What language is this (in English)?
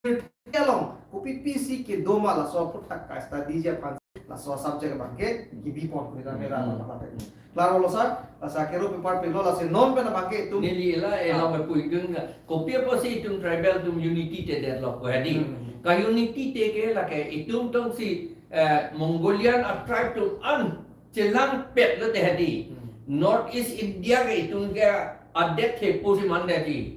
Karbi